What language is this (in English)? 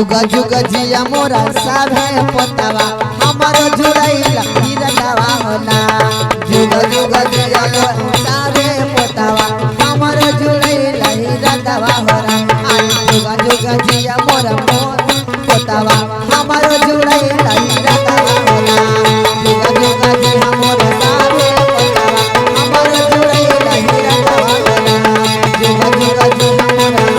Magahi